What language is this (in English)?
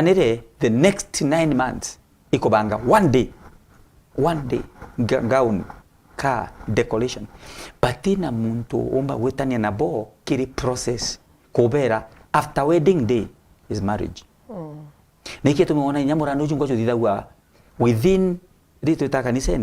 Meru